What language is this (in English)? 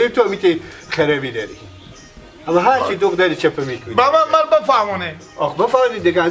Persian